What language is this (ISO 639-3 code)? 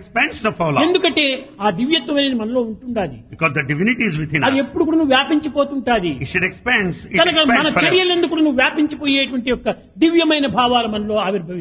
tel